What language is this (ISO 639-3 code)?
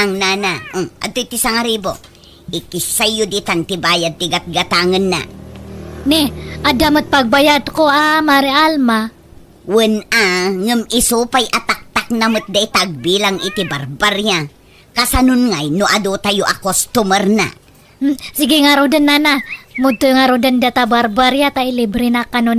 ilo